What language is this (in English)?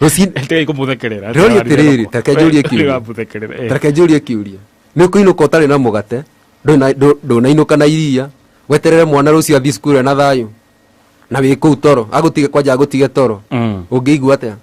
Kikuyu